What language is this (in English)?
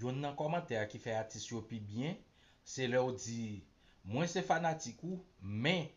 Haitian Creole